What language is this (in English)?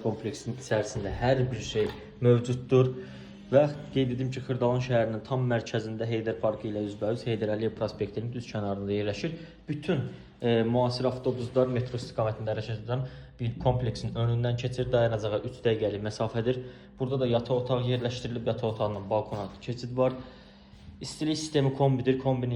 Azerbaijani